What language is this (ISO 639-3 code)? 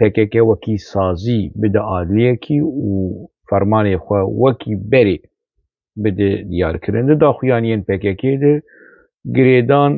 kur